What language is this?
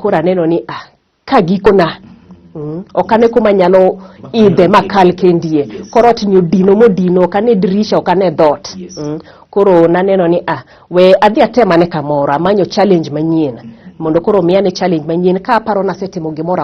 Luo (Kenya and Tanzania)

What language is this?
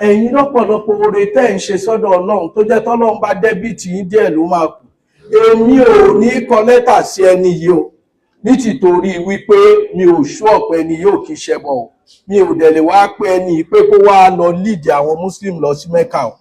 Yoruba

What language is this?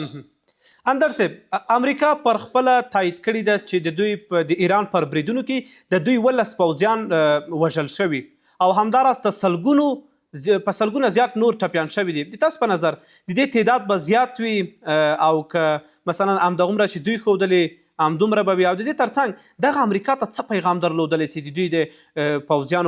Pashto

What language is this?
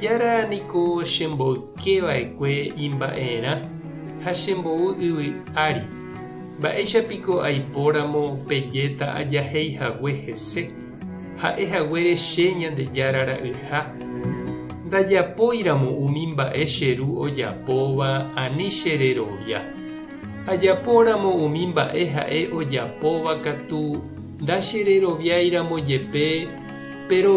Guarani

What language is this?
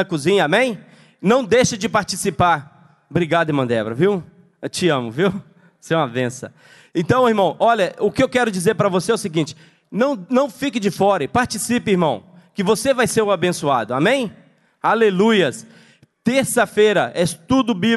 Portuguese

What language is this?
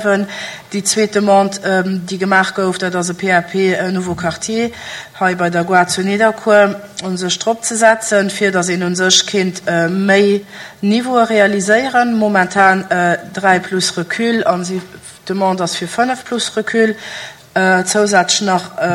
Luxembourgish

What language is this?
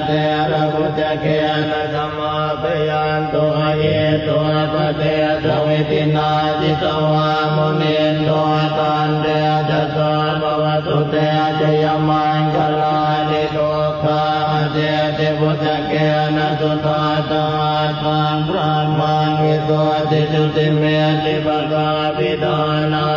Pali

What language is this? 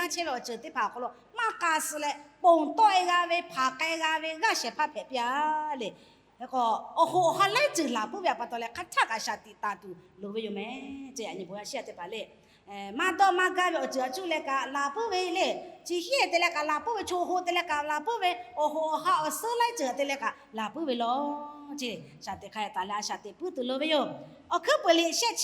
Lahu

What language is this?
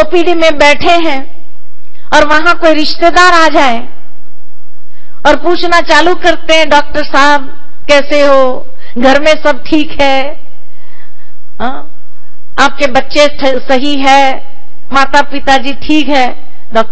Hindi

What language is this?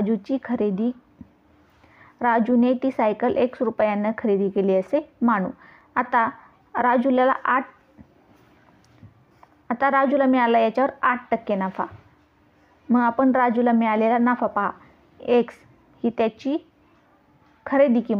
Marathi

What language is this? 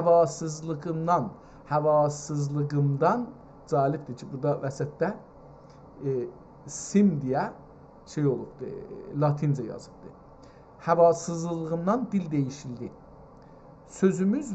South Azerbaijani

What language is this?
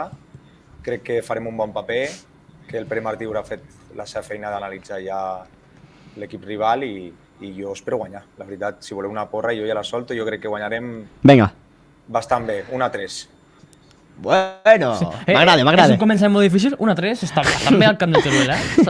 Catalan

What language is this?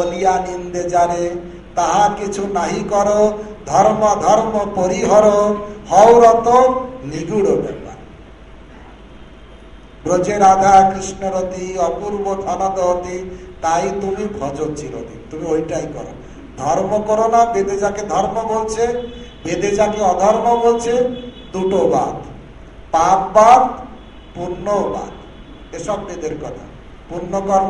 Bangla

